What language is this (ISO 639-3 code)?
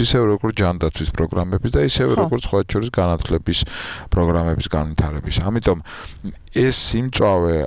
kat